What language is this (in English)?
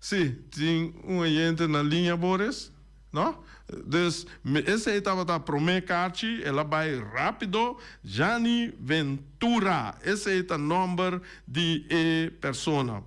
Papiamento